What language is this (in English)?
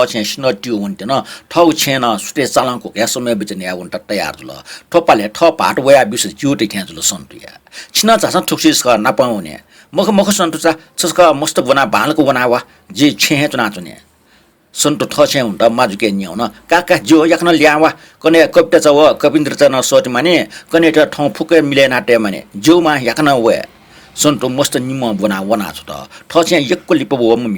Newari